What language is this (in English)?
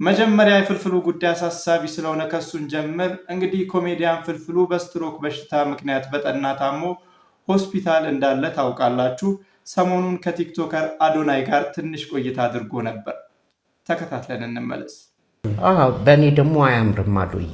Amharic